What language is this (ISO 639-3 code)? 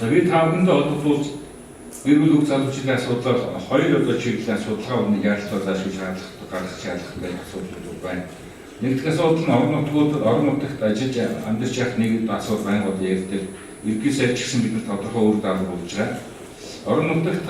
mon